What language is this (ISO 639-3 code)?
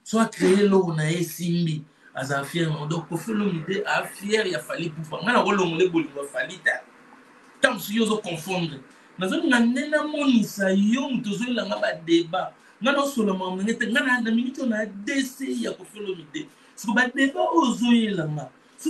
lin